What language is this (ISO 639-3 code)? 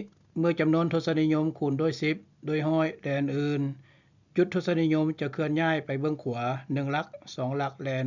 lao